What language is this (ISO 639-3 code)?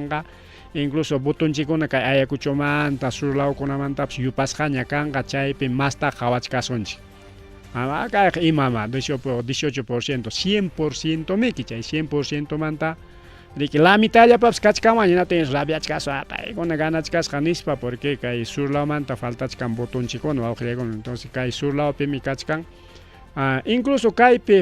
quy